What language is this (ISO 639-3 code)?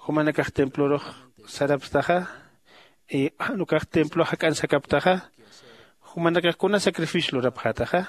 aym